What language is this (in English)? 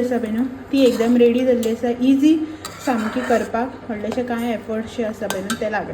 Konkani